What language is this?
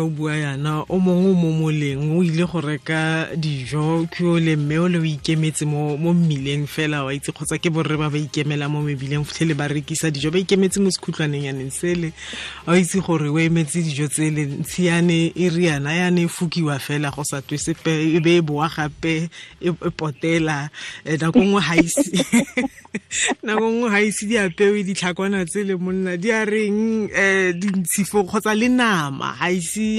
Tswana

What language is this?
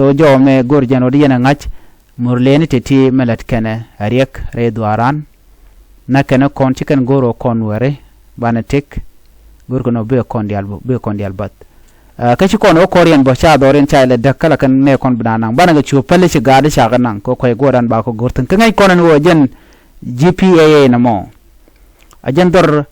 Nuer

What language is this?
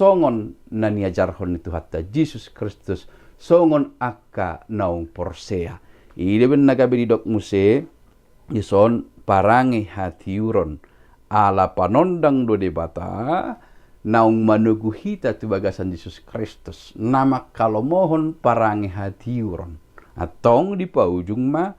Batak Toba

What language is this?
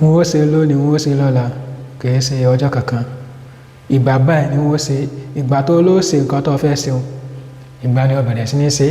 Yoruba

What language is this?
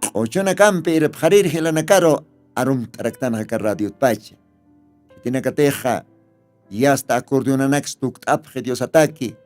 Aymara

